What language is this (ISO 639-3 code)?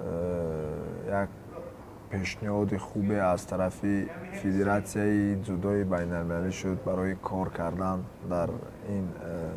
tgk